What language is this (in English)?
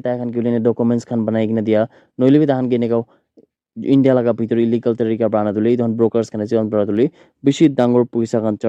Naga Pidgin